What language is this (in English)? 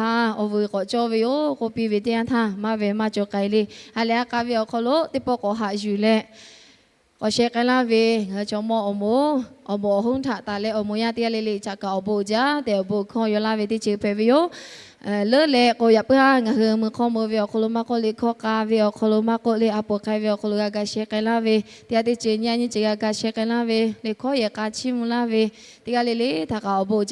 Lahu